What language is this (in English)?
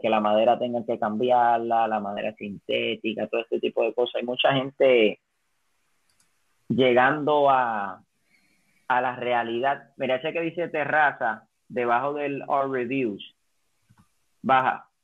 Spanish